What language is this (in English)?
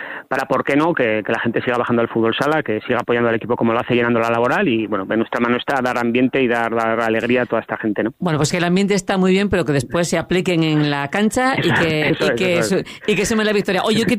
Spanish